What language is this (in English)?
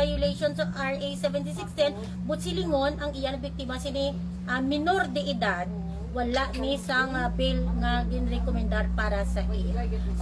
Hiligaynon